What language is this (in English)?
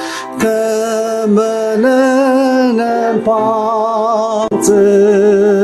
Ao Naga